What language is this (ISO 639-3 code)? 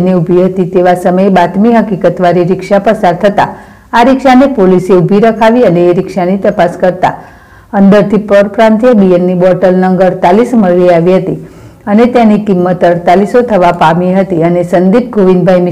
guj